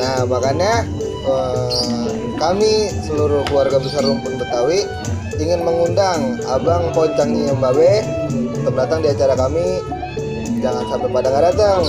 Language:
Betawi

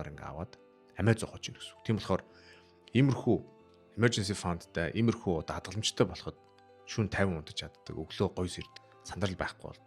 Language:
Mongolian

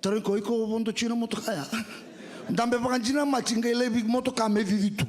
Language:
Fijian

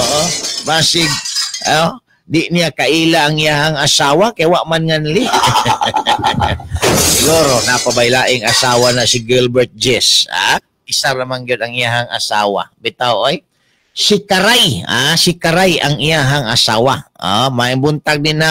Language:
Cebuano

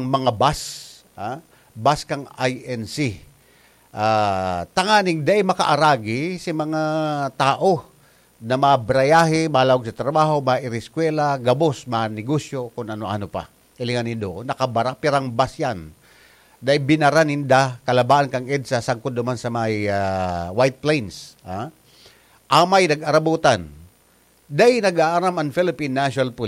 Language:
Bikol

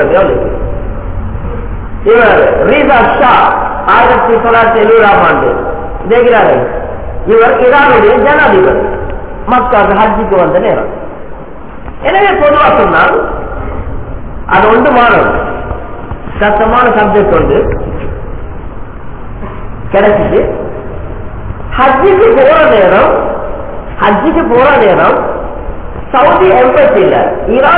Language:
Tamil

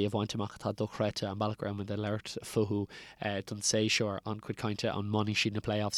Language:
Irish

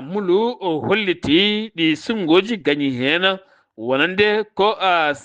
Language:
Fula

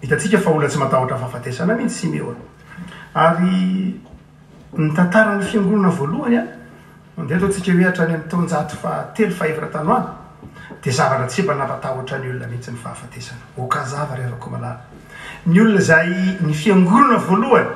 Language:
Malagasy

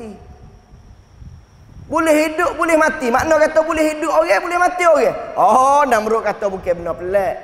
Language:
Malay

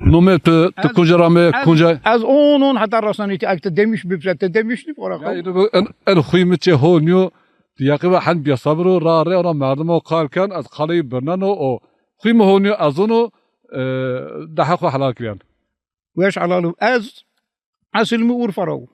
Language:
Zaza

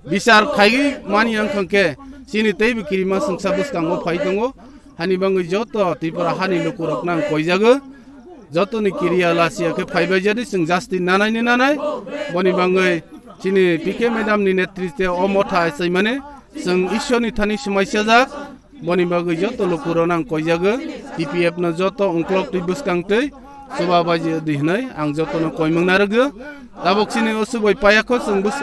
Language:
Kok Borok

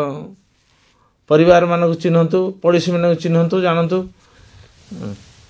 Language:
Odia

